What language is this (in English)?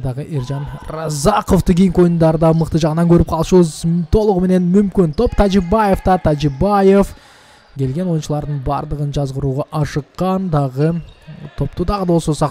Kyrgyz